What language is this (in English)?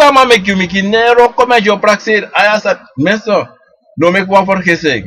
Sranan Tongo